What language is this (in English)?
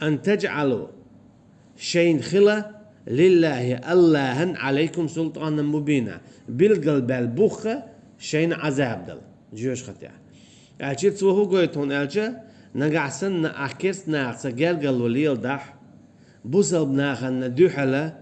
Chechen